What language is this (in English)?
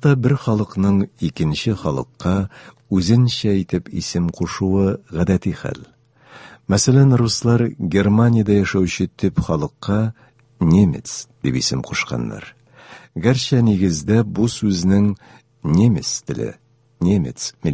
Tatar